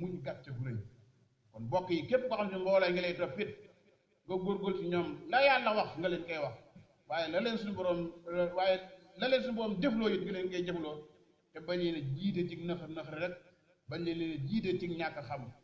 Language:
Wolof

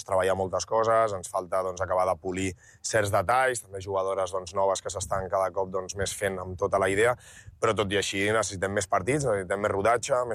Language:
Catalan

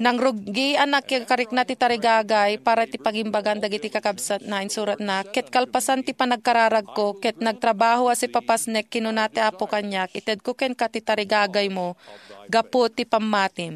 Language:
Iloko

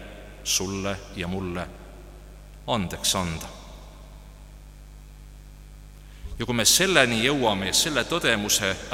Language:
Estonian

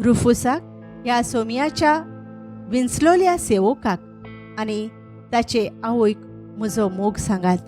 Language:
Konkani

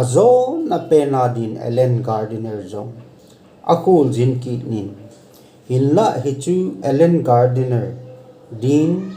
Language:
Thado Chin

